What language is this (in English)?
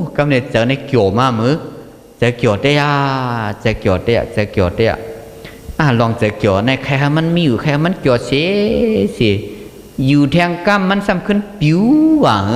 Shan